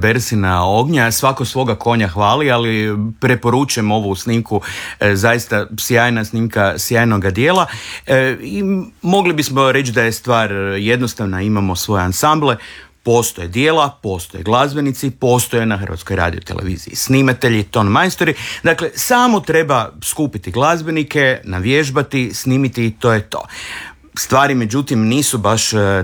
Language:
Croatian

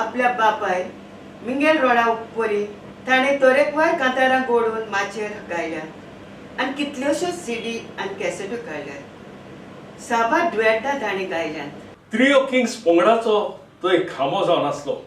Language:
Konkani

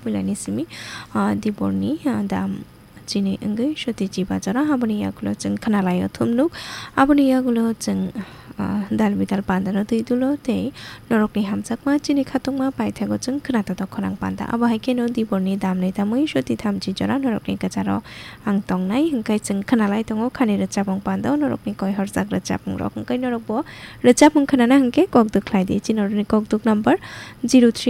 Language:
Kok Borok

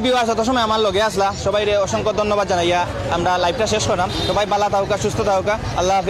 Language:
Sylheti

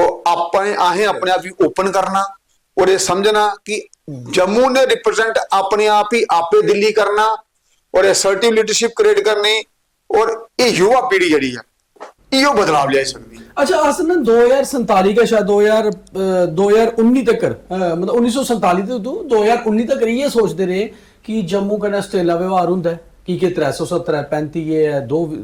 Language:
Dogri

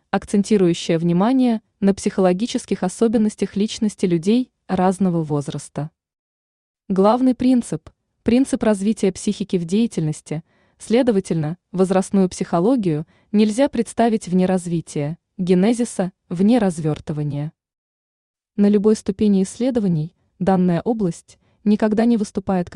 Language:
Russian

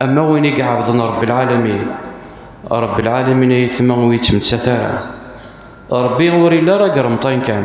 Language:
Kabyle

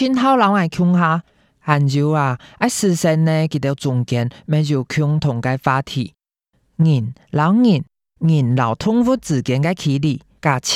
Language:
Hakka Chinese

